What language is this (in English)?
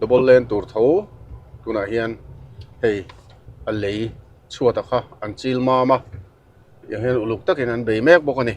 Mizo